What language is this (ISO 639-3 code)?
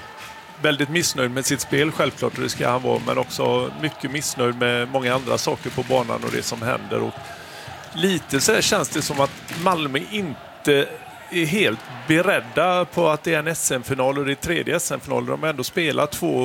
swe